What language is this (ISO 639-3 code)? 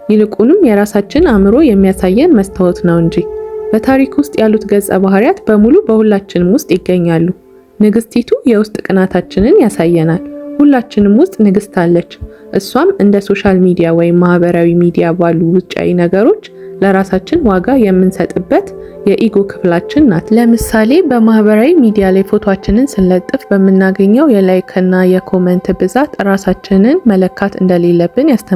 amh